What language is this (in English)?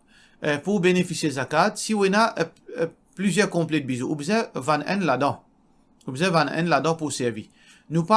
Morisyen